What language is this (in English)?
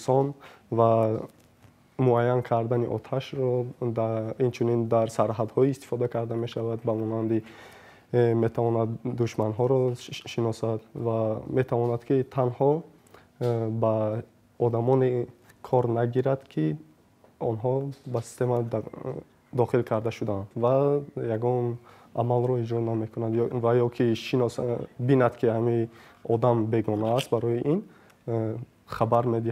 Tajik